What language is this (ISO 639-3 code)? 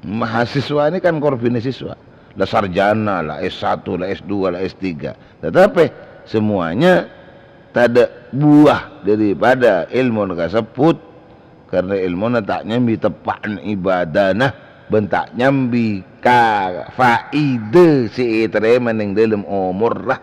mad